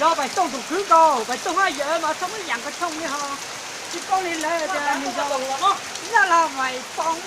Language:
Hmong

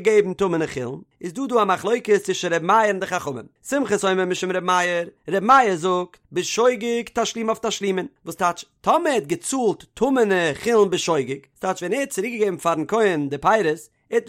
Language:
Yiddish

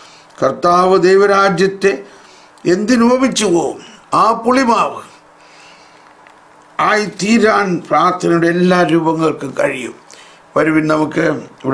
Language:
Malayalam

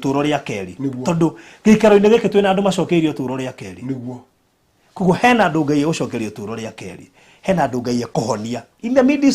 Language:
Kikuyu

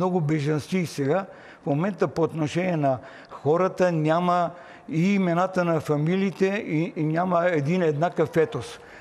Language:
Bulgarian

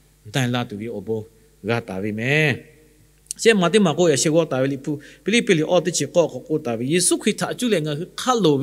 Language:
Lahu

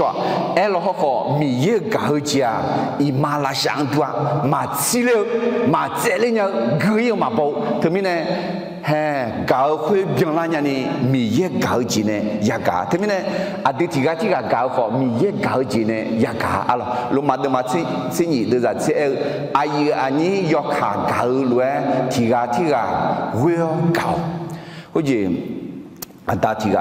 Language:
Akha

